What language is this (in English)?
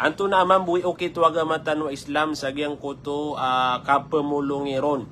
Maranao